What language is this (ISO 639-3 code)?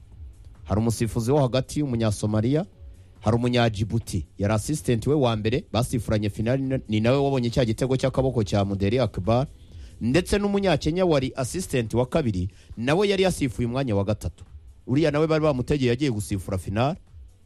kin